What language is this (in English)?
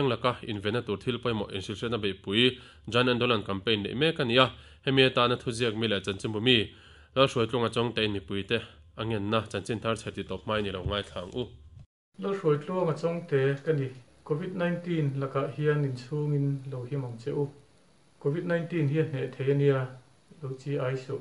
Mizo